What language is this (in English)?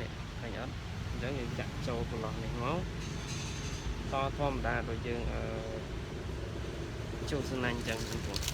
Khmer